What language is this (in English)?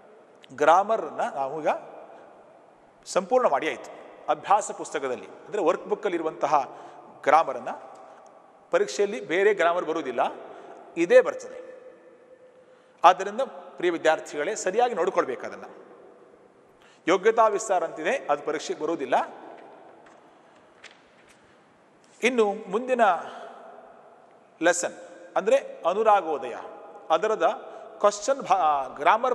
Kannada